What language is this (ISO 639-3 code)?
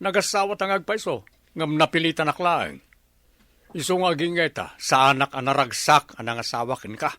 ilo